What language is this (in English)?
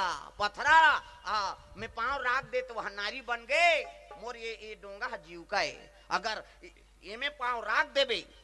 Chhattisgarhi